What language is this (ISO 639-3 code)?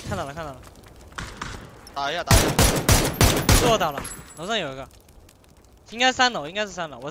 zho